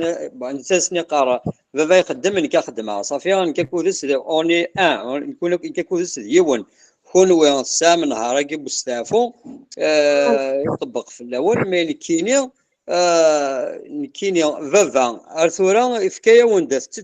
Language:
Kabyle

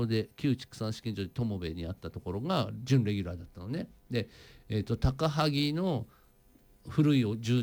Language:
Japanese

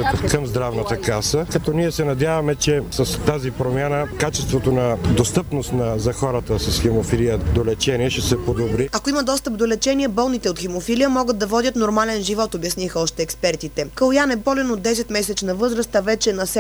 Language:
Bulgarian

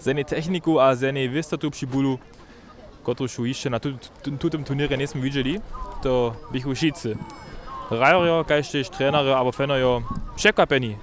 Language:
Upper Sorbian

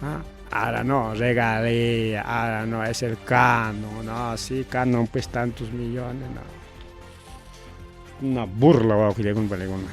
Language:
Ayacucho Quechua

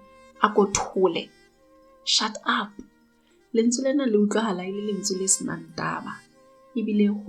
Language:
Southern Sotho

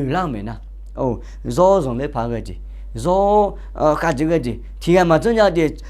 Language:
Akha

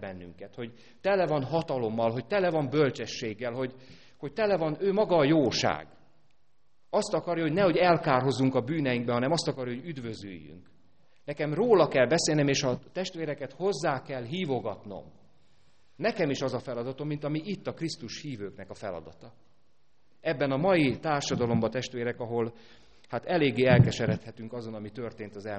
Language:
Hungarian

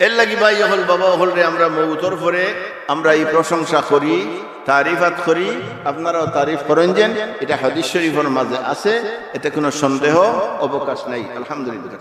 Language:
Sylheti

